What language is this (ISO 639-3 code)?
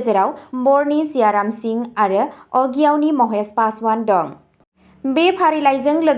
brx